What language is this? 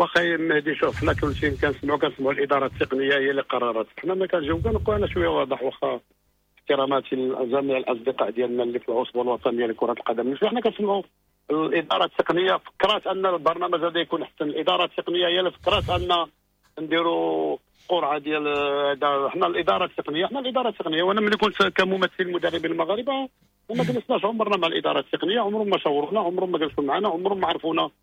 Moroccan Arabic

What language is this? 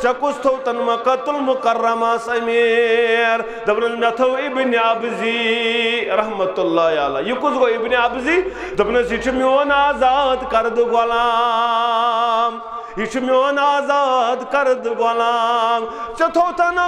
Kashmiri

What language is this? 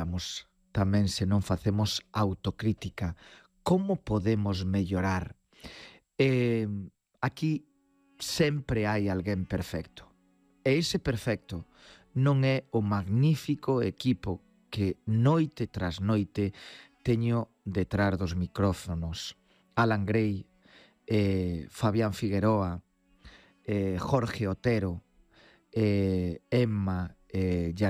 Galician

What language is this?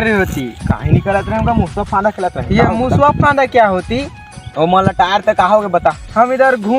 Chhattisgarhi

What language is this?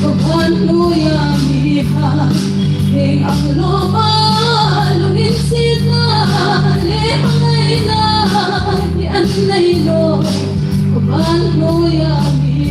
Hmar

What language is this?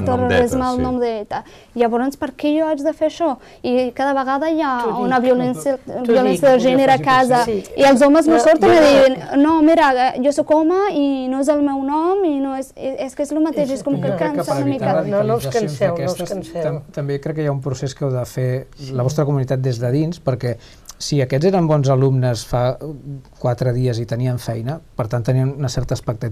Catalan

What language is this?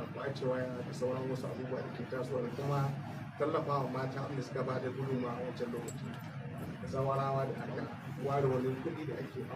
Hausa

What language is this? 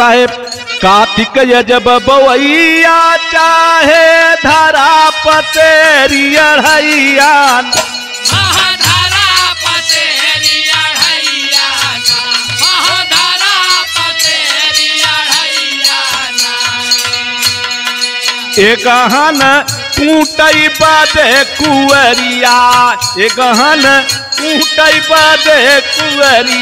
Bhojpuri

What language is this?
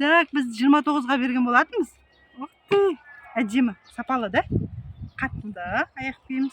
Kazakh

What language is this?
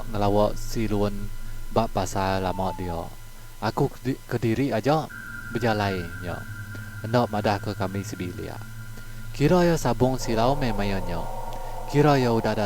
Iban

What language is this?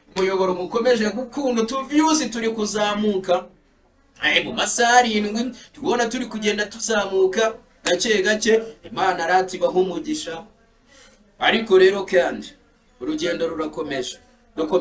Kinyarwanda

